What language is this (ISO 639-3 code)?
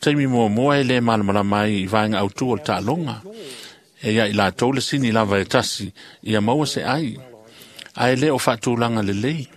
smo